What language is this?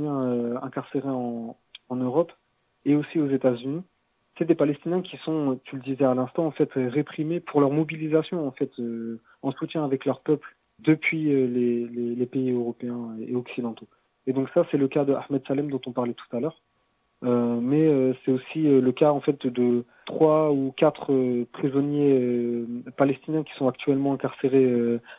French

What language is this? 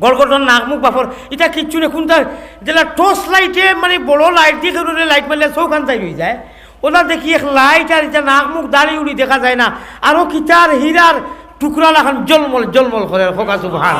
Sylheti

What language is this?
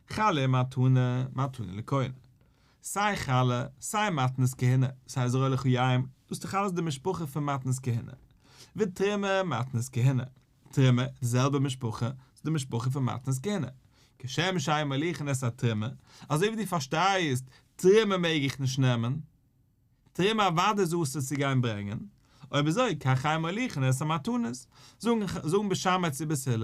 Yiddish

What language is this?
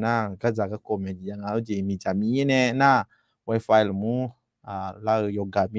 Akha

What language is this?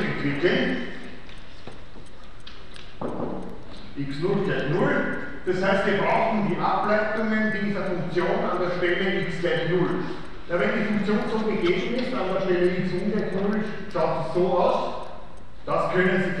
German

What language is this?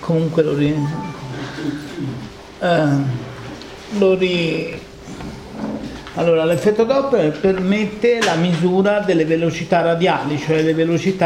Italian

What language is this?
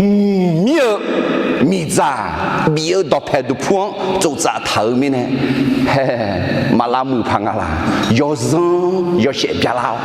Akha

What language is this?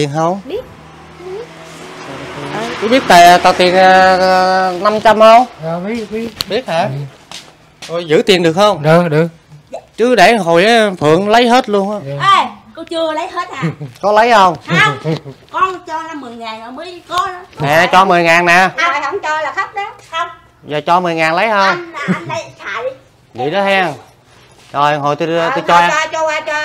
Vietnamese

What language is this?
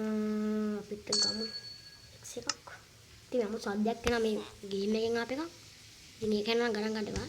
Sinhala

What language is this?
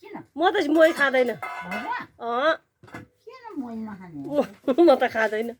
Nepali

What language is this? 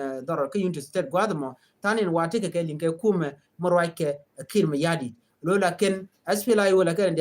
Nuer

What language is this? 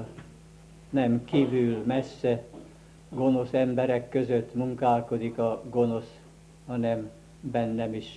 Hungarian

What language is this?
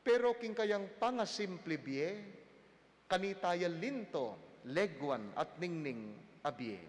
Pampanga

